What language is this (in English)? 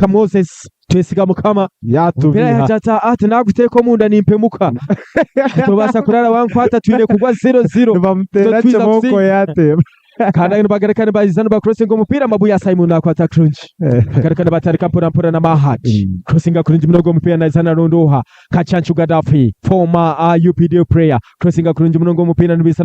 Nyankole